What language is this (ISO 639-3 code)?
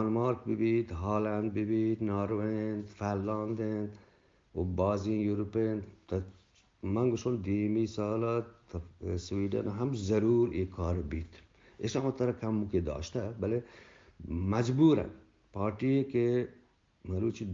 bgp